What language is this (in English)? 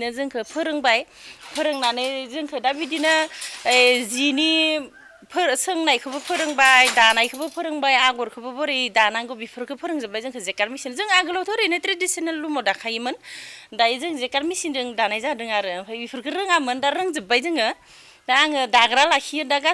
Bodo